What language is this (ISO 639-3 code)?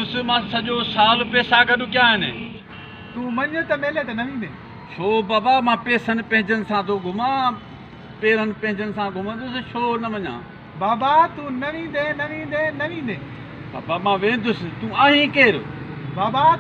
snd